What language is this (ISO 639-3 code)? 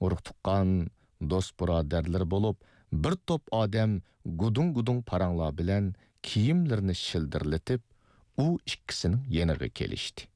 uig